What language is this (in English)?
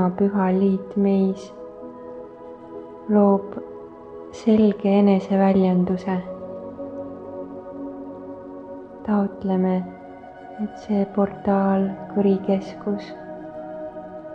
Estonian